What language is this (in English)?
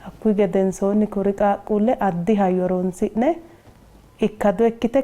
Sidamo